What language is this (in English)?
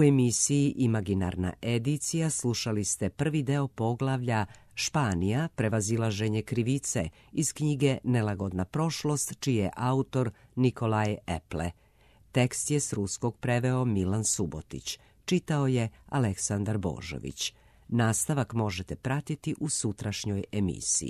Serbian